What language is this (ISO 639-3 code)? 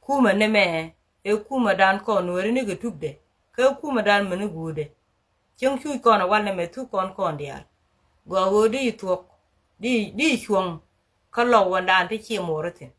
nus